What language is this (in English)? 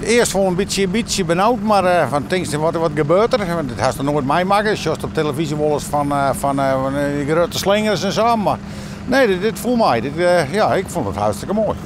Western Frisian